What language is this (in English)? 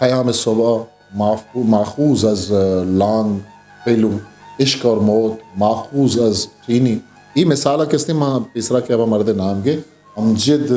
Eastern Balochi